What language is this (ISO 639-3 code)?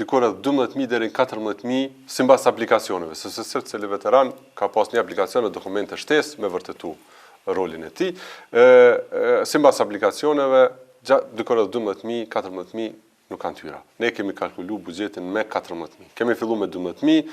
sqi